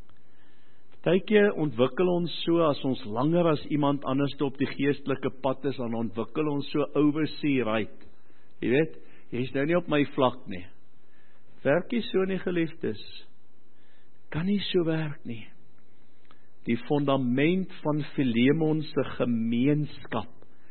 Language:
Afrikaans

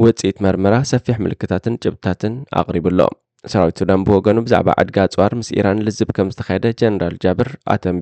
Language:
Tigrinya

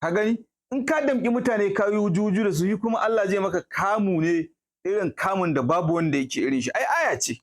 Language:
Hausa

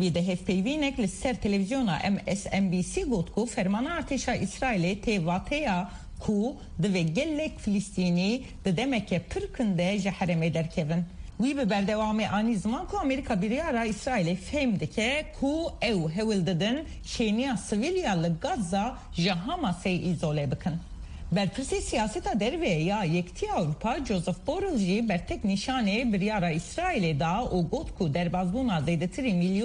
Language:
Kurdish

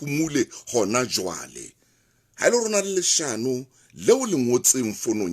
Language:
Southern Sotho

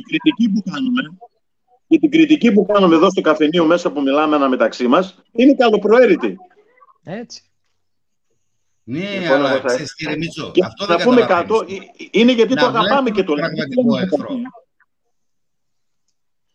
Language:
Greek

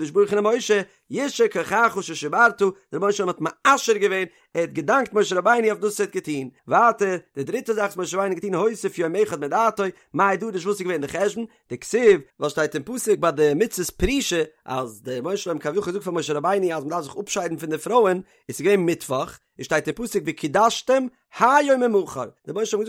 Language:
Yiddish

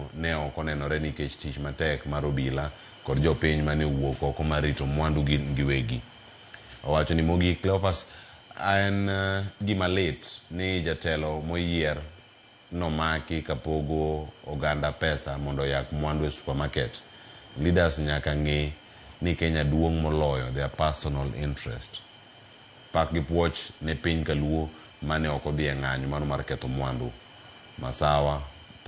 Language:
Luo (Kenya and Tanzania)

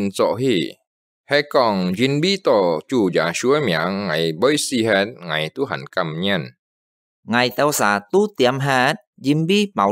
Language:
Hakka Chinese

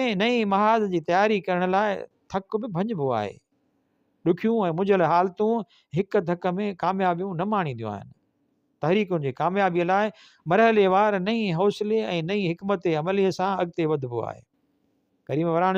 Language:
Sindhi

